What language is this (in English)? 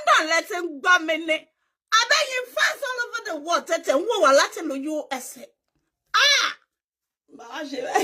Yoruba